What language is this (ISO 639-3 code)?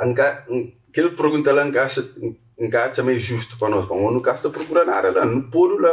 kea